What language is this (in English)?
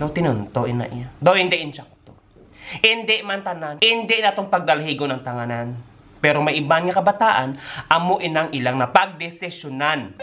Hiligaynon